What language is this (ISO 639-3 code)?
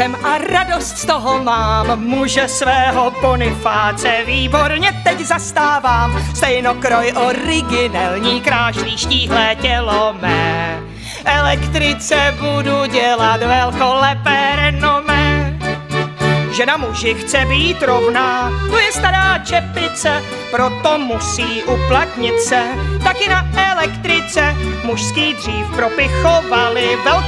ces